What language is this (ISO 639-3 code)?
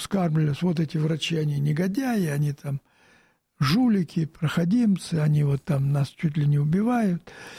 rus